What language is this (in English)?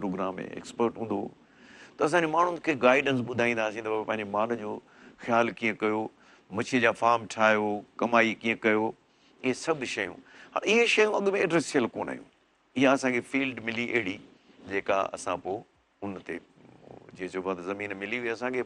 Sindhi